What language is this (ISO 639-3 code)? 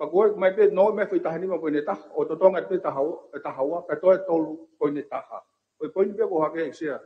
ton